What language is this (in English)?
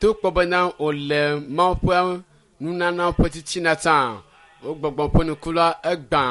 Ewe